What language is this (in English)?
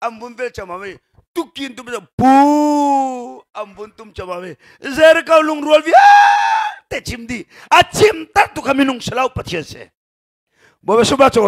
Hakha Chin